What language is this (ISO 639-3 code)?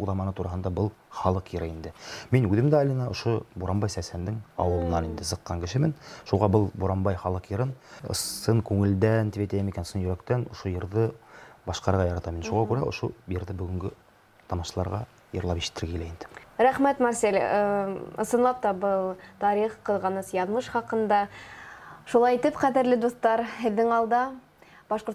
bak